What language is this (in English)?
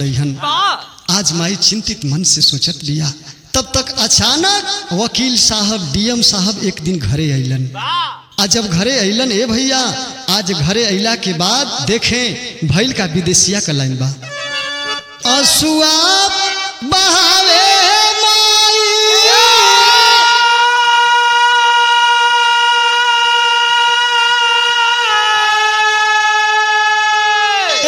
Bhojpuri